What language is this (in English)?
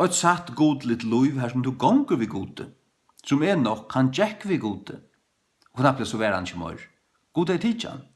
Faroese